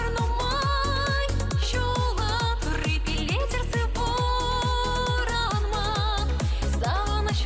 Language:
Chuvash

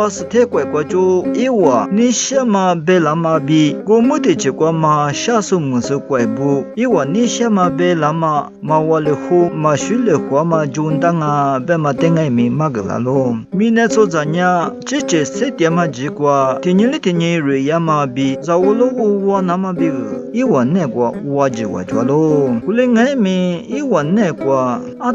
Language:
Lisu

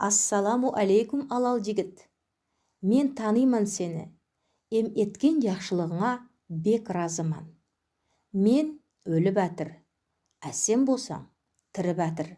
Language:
Nogai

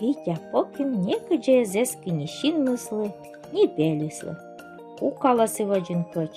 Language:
Komi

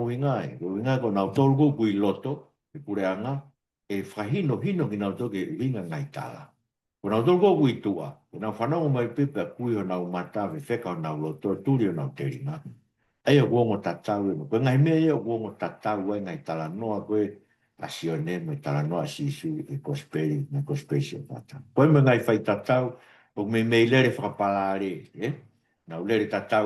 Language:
Tongan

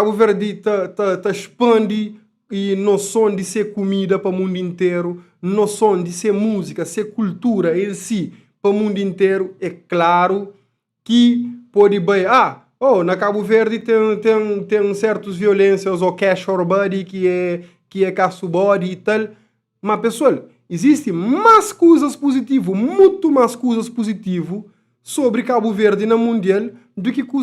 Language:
Kabuverdianu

